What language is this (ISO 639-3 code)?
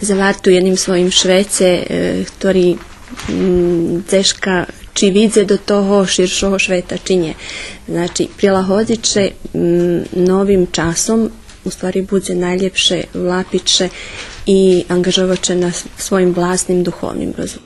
rue